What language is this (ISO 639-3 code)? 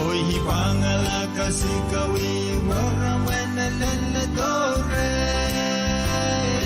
pon